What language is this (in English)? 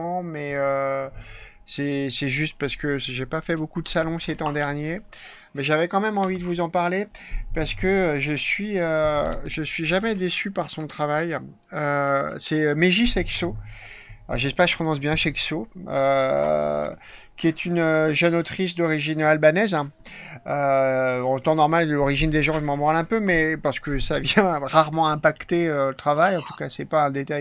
French